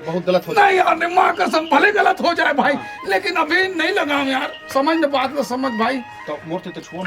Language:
Chhattisgarhi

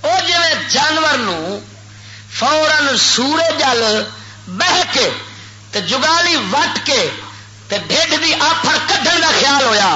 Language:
Western Panjabi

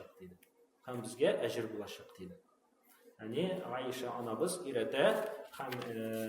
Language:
Tatar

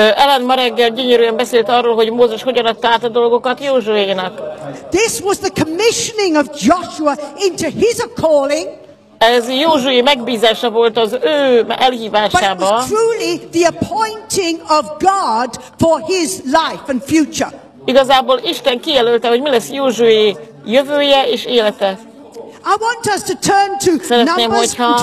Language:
Hungarian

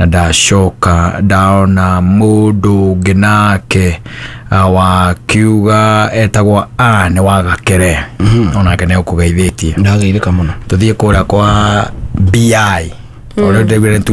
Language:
Kikuyu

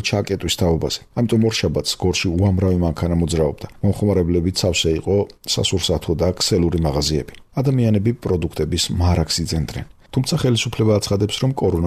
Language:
Georgian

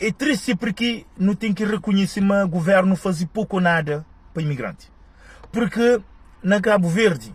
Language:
Kabuverdianu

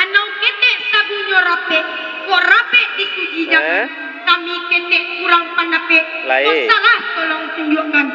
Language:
Minangkabau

